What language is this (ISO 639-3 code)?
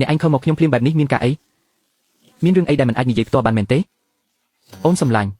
khm